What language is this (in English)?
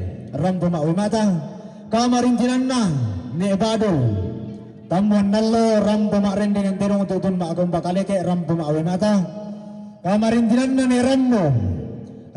Toraja-Sa'dan